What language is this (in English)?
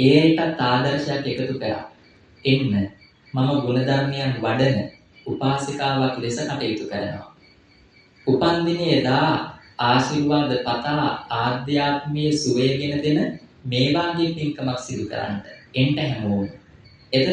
Sinhala